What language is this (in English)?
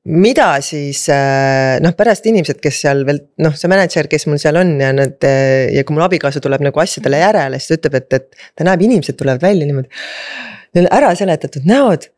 Estonian